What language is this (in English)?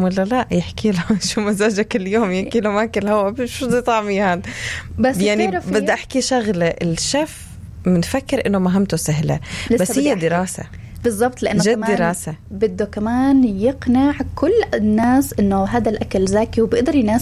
North Levantine Arabic